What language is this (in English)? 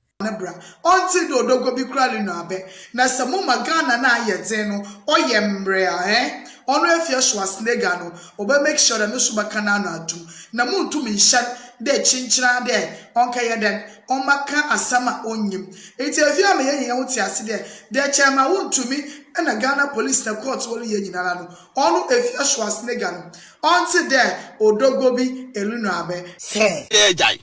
Akan